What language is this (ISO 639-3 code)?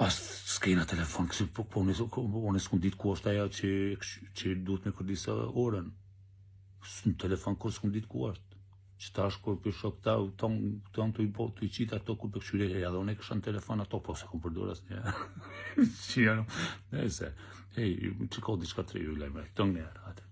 sqi